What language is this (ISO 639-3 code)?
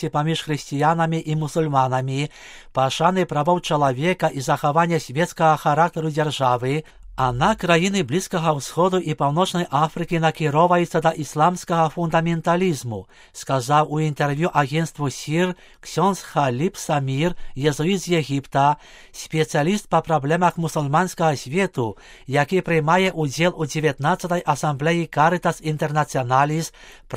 bel